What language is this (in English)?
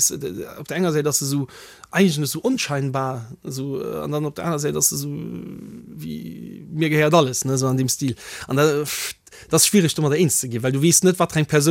Luxembourgish